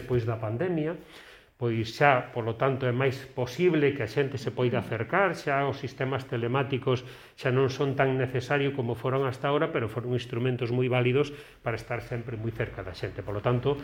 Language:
Galician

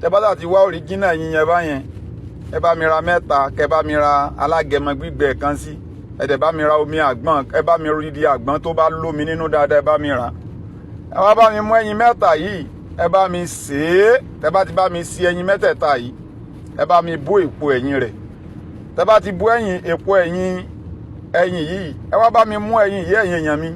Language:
Yoruba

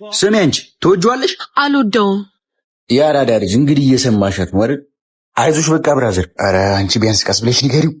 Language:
Amharic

